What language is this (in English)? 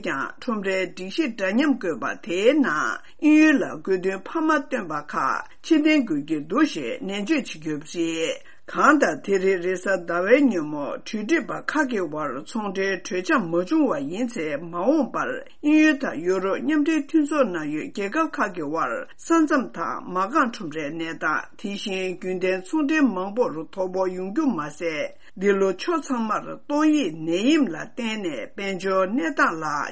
Tibetan